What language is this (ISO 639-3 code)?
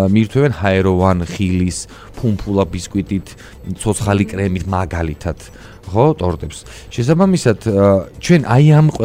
kat